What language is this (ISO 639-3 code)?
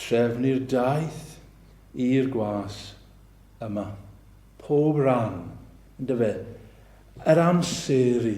cym